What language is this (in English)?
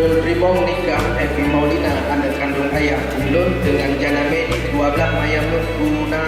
Achinese